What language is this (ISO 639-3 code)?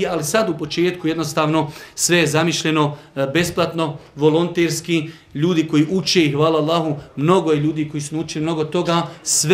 bos